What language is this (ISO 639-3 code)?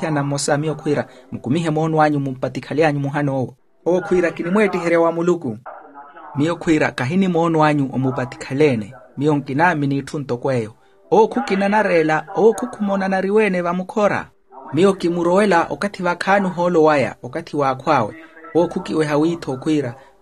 vmw